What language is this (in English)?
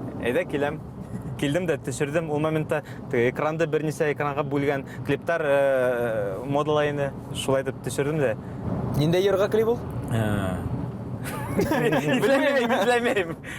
Bashkir